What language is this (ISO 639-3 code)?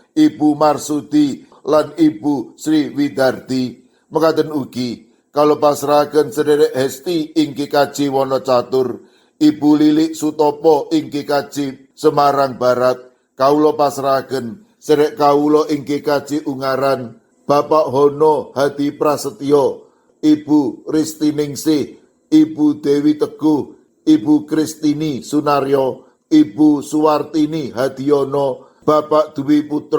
jav